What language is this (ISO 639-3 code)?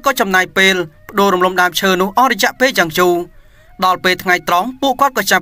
khm